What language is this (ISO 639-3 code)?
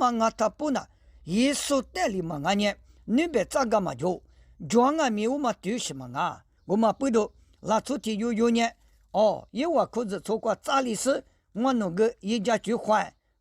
lis